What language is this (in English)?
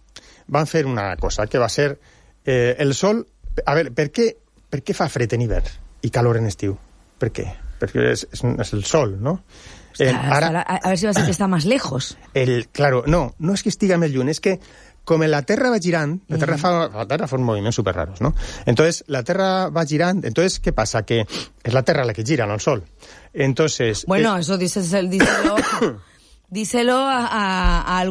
Catalan